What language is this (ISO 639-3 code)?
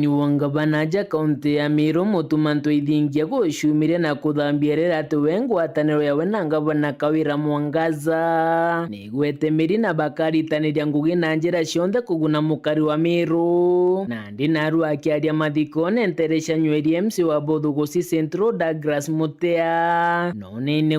mer